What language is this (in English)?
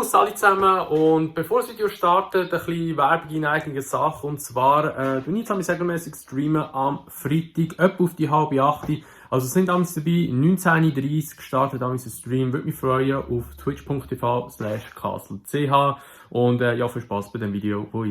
Swiss German